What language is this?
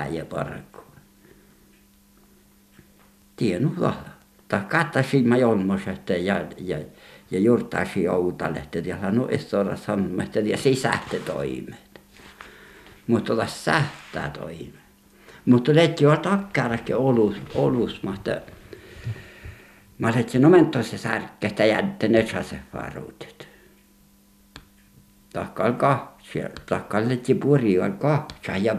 Finnish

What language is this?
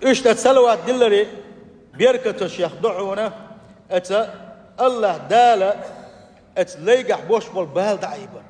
Chechen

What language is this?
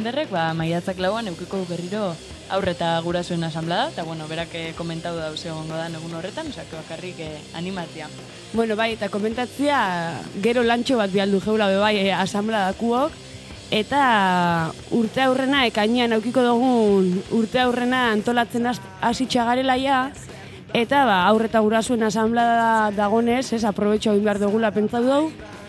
Basque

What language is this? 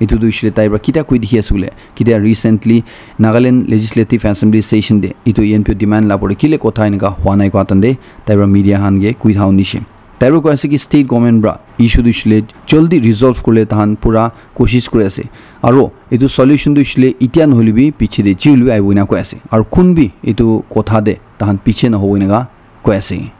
Naga Pidgin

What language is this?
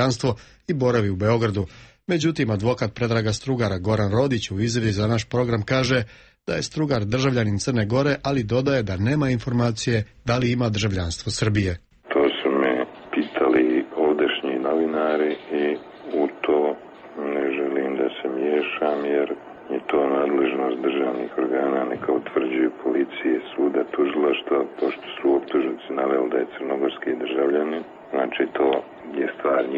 Serbian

